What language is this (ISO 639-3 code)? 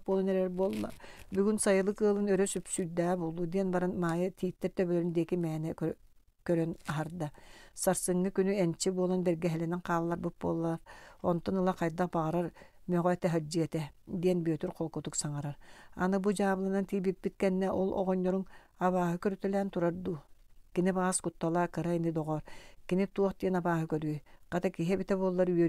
sah